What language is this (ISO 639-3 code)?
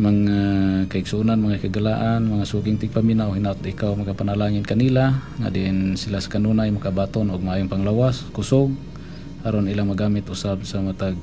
ceb